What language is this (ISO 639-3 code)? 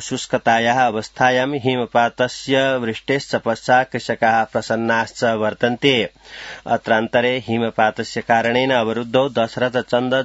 san